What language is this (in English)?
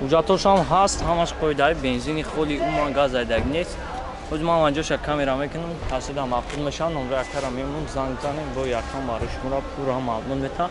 Tajik